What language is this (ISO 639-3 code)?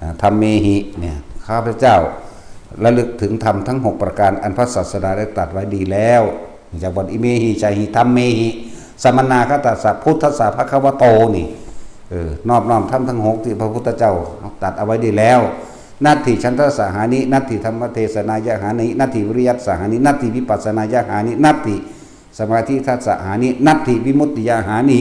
tts